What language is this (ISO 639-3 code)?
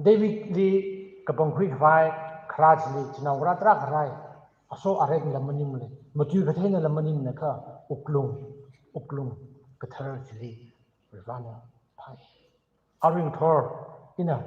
nmf